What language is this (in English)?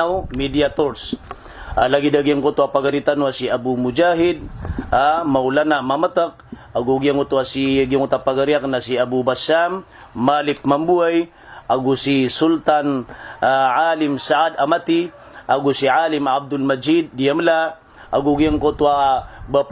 Maranao